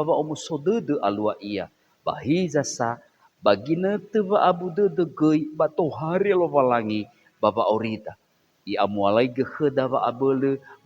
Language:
Nias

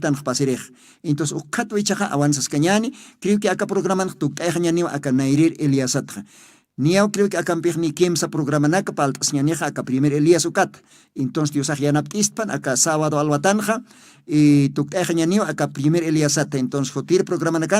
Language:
Aymara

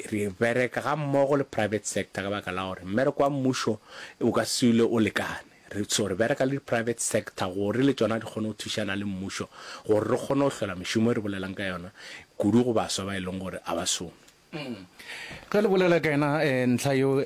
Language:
Northern Sotho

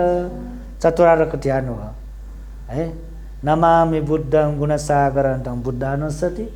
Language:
Nepali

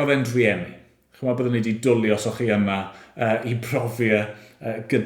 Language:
Welsh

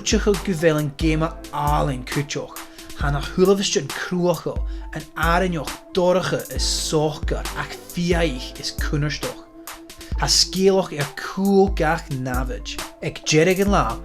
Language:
Scottish Gaelic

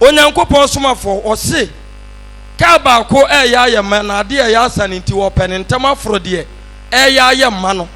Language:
Akan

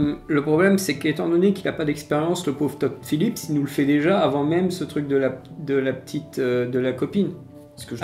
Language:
French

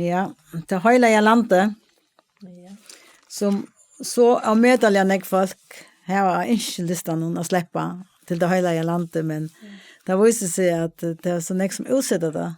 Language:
Faroese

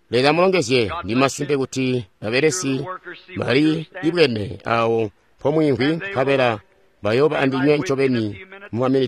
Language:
Tonga (Zambia)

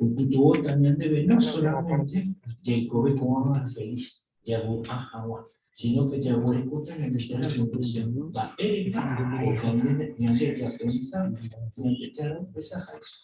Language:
Guarani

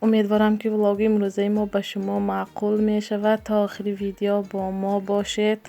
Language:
Tajik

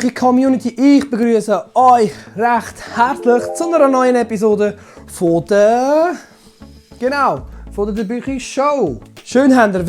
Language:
Swiss German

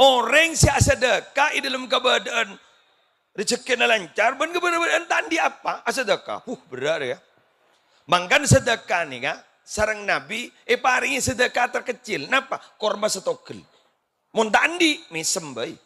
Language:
Madurese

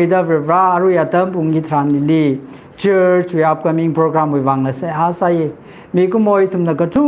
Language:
Tangkhul Naga (India)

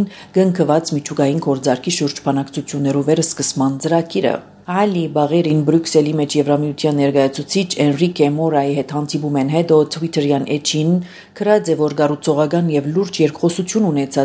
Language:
Armenian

